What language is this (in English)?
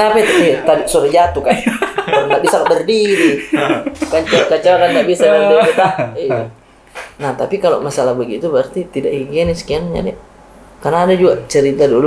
Makassar Malay